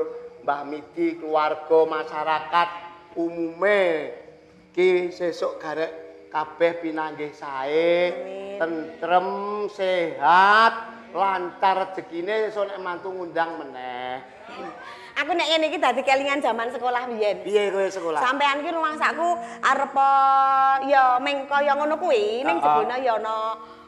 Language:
Javanese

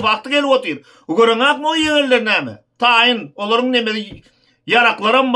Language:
Turkmen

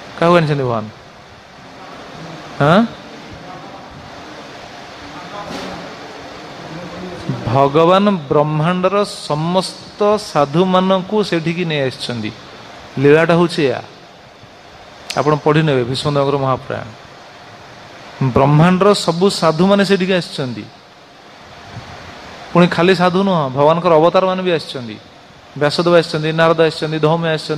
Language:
Odia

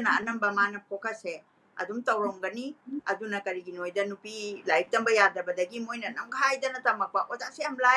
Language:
Manipuri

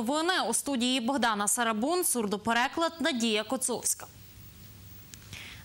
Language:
Ukrainian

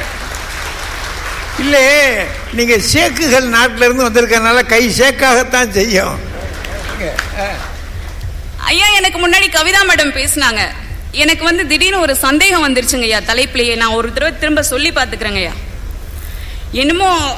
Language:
Tamil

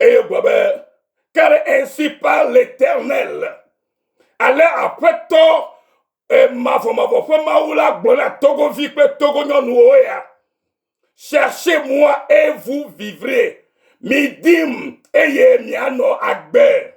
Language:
Ewe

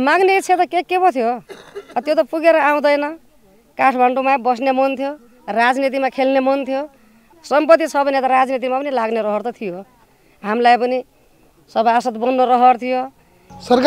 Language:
Nepali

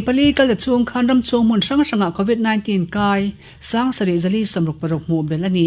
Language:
Mizo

